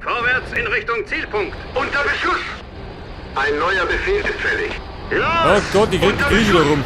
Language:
Bavarian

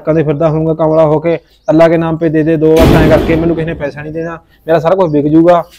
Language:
Punjabi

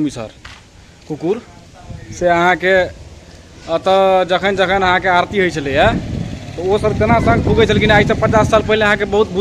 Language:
Maithili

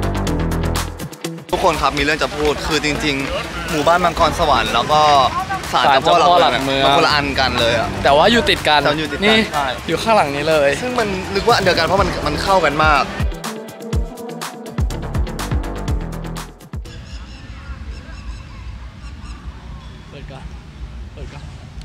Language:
Thai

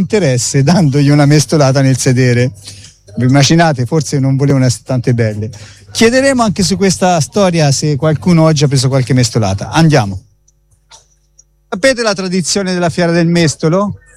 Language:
Italian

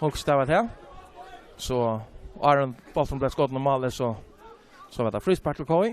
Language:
Faroese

